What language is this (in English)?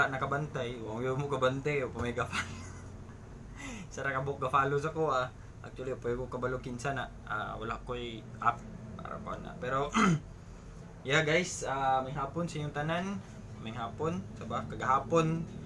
Cebuano